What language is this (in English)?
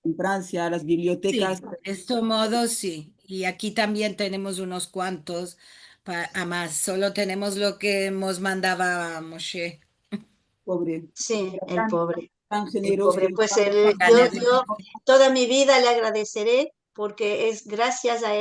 Ladino